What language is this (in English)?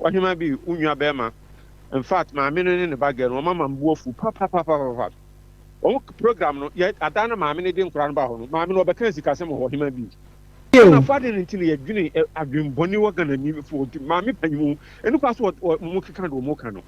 Akan